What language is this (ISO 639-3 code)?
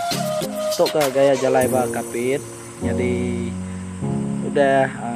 iba